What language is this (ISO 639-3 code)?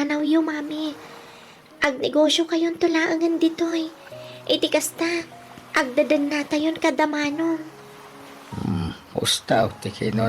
ilo